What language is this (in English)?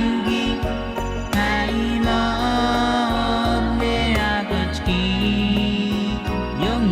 Pohnpeian